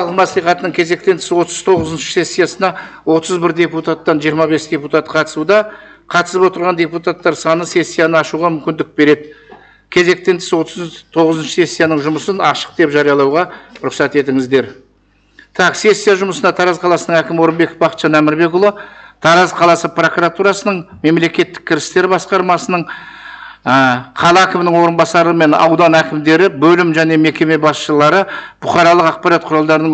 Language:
Kazakh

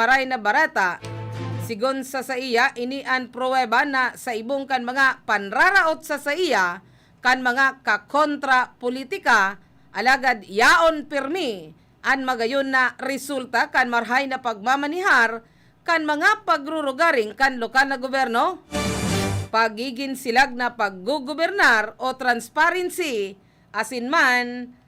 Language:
Bikol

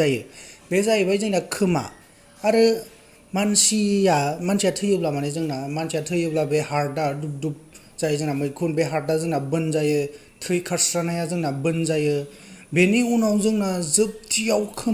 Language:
Bodo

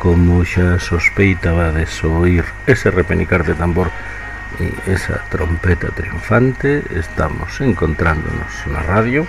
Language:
Galician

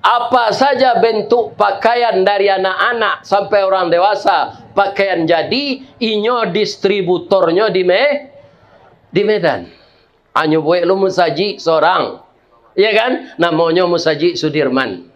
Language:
Minangkabau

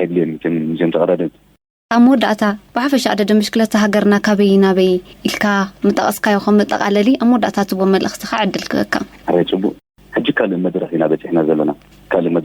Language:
Tigrinya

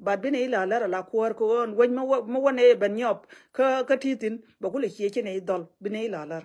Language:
Nuer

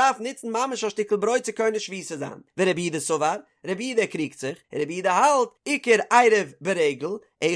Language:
Yiddish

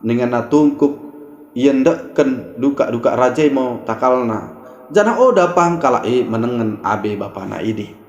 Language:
Batak Dairi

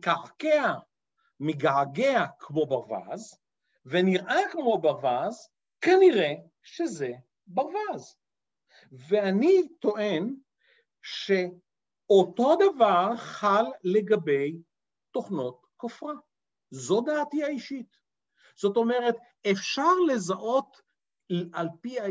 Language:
Hebrew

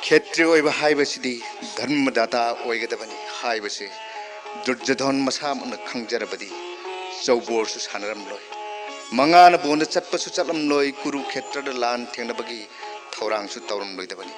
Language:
Manipuri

